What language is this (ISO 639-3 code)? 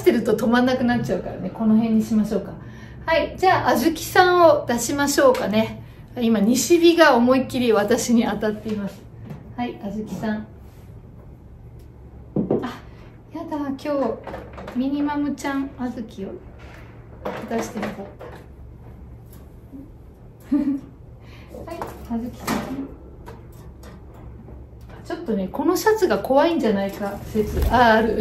jpn